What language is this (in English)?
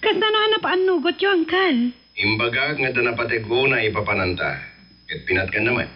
Iloko